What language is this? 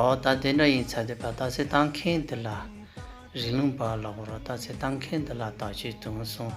Tibetan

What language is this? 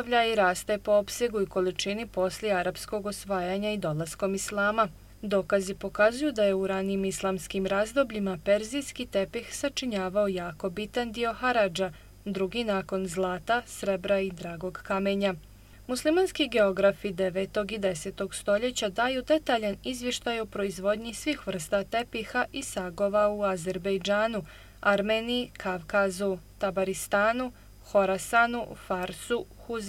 Bosnian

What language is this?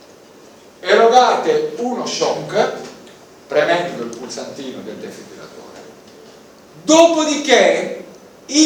Italian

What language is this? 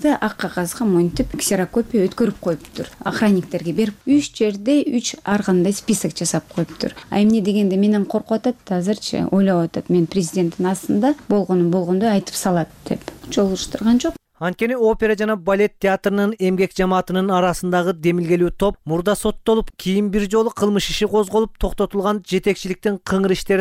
Kyrgyz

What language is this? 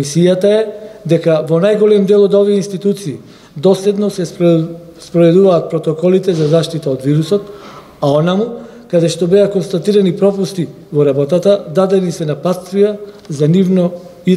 Macedonian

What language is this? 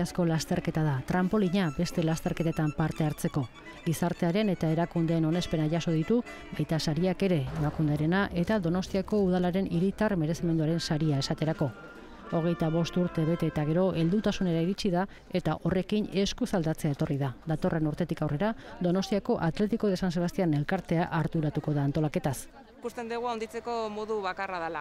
Basque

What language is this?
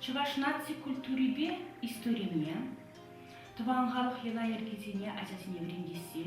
Chuvash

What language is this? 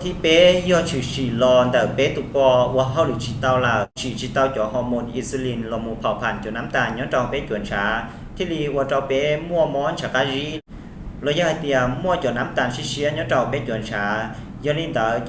Hmong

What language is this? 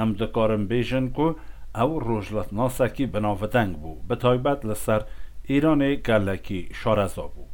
Kurdish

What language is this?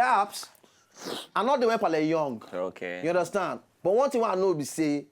Nigerian Pidgin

